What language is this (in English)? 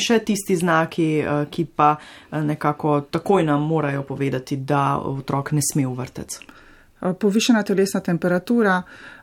Slovenian